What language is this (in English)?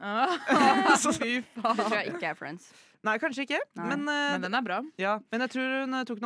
Norwegian